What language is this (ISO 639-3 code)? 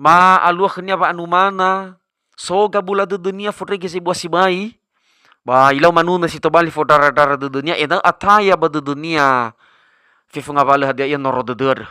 nia